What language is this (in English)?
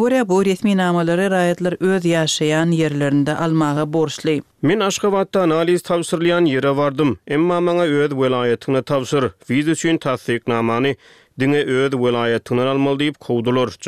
Turkmen